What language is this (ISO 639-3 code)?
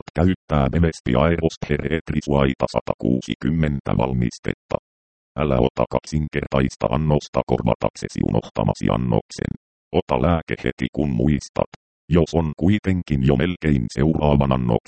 fin